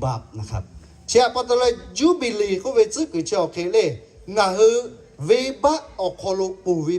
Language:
Lahu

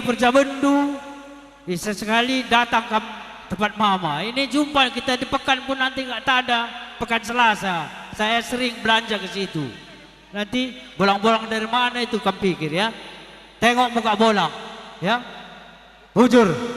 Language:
Batak Karo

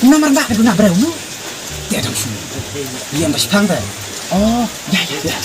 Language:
Khasi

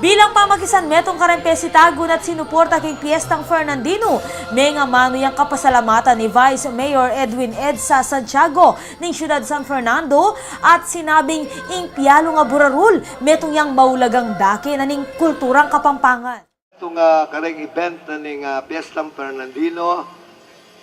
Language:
Pampanga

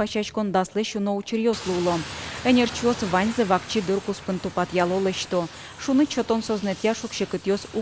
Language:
Udmurt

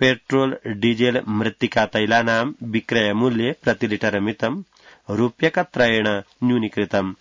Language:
Sanskrit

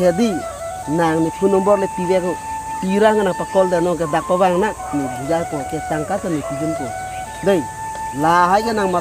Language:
Karbi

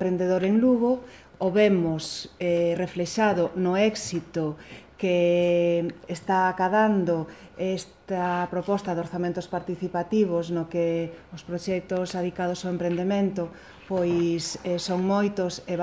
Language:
Galician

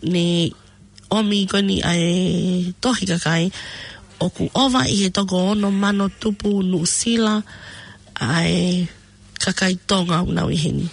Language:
Tongan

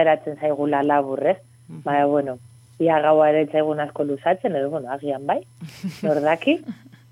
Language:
Basque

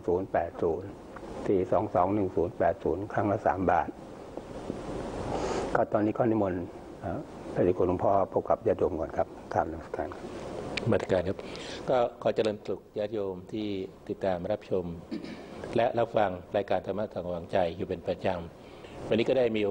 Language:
Thai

